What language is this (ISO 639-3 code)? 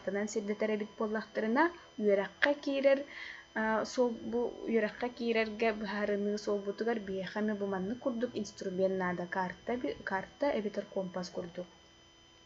sah